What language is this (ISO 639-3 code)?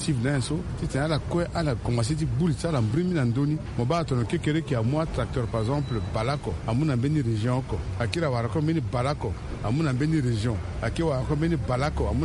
sag